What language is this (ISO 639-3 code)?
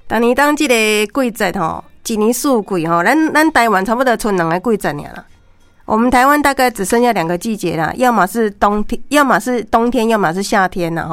nan